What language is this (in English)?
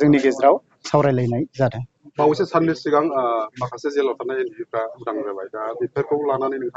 Bodo